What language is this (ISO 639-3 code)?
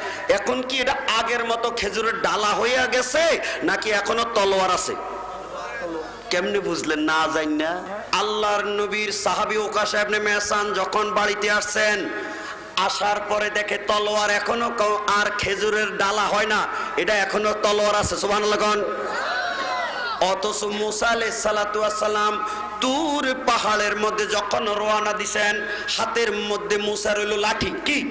ben